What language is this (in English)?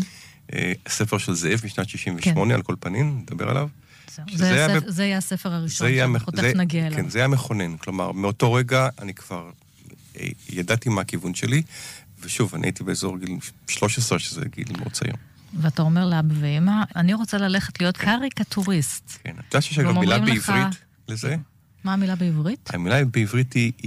Hebrew